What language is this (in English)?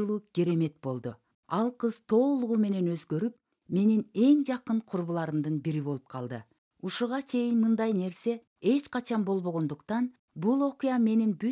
Kyrgyz